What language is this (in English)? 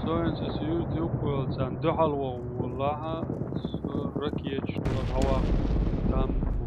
Chechen